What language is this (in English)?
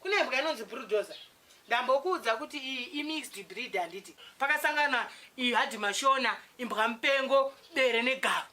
Shona